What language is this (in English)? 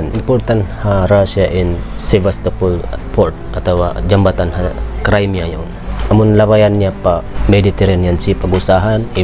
Tausug